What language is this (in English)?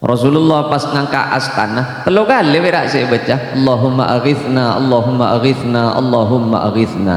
Madurese